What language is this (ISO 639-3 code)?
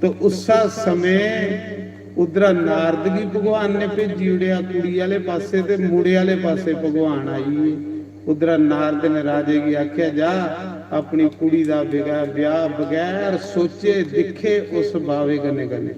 doi